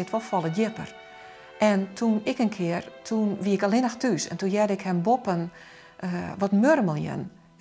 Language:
Western Frisian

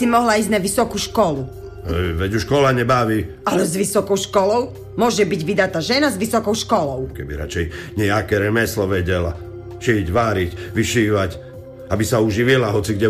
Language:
Slovak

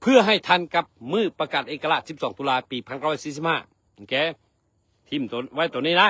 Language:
Lao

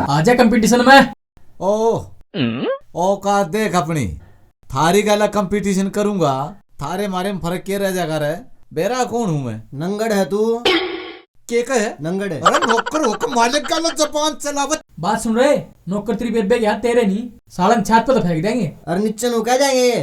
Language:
Haryanvi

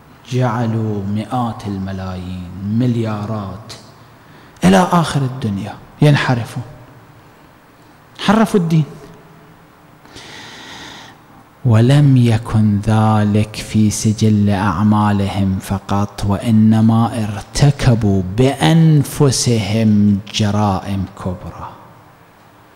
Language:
Arabic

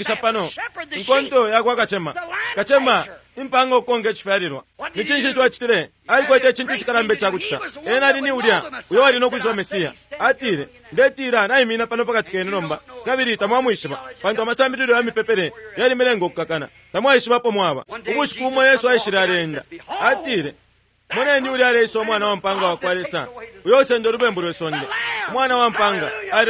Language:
Bemba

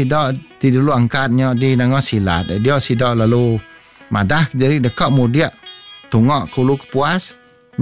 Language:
Iban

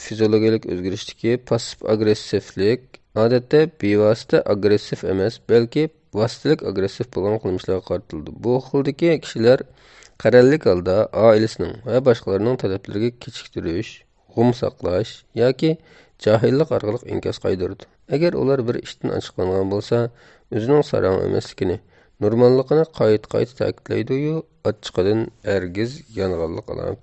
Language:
Uyghur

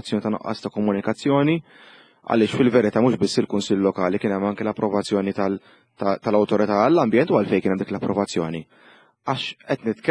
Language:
Maltese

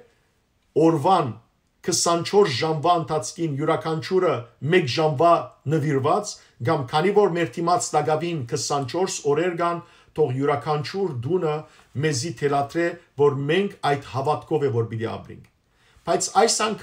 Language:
Western Armenian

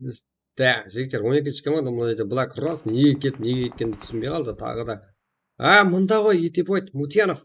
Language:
Kara-Kalpak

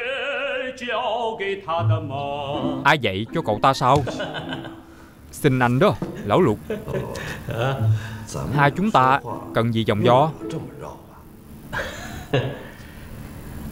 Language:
Vietnamese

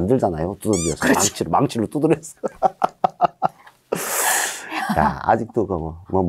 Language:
Korean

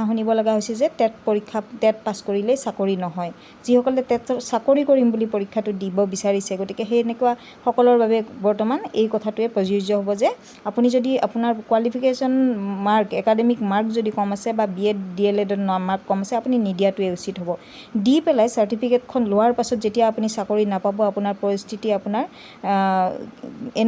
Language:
Assamese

